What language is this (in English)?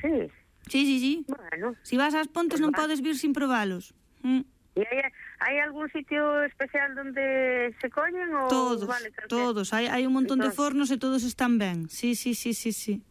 Galician